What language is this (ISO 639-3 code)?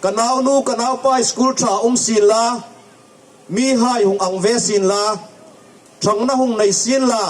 hmr